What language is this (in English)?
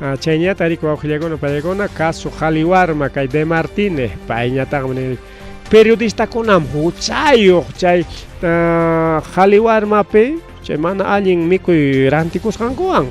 Ayacucho Quechua